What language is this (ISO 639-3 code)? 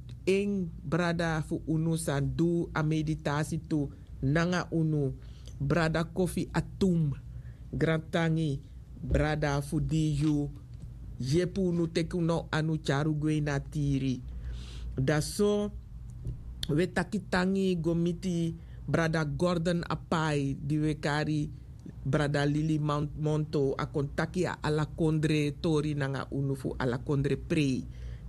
srn